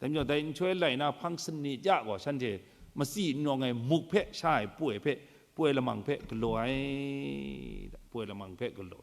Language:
Kachin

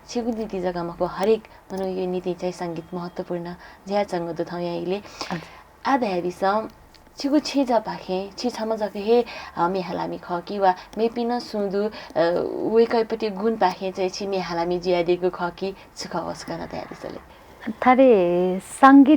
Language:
Newari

